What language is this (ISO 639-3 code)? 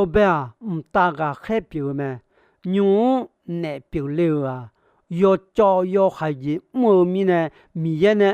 ahk